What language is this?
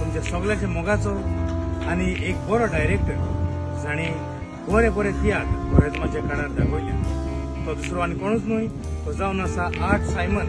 Konkani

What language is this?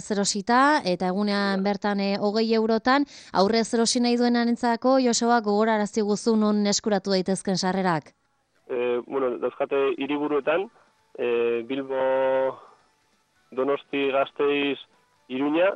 Basque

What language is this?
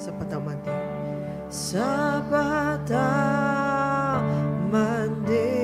Iban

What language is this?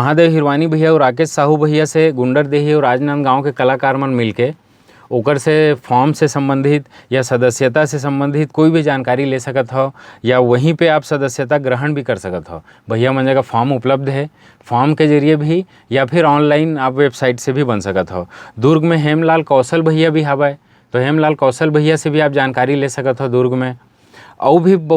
Chhattisgarhi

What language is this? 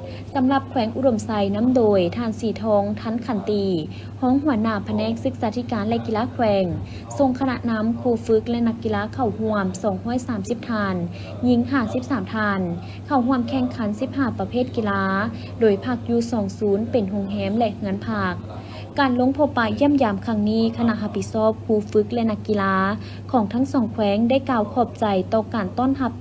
Lao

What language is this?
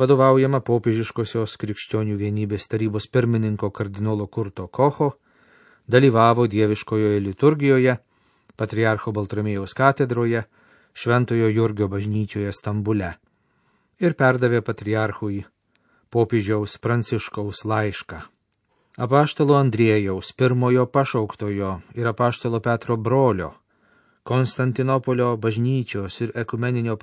Lithuanian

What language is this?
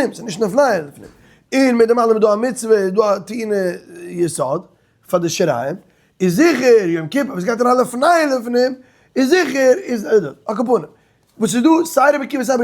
Yiddish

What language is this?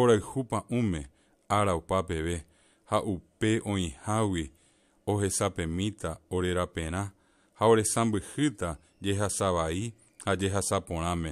Guarani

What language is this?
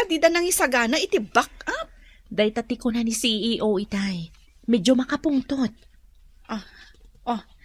Iloko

